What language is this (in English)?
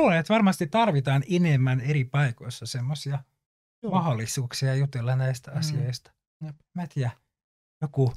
Finnish